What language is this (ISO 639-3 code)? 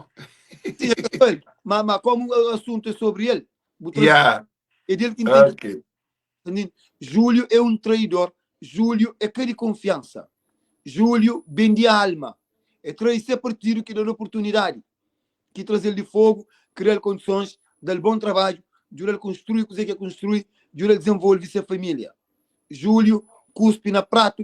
kea